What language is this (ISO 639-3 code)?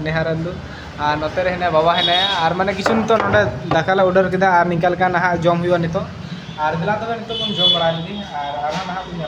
sat